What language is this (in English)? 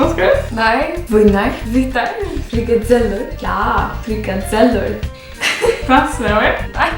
Faroese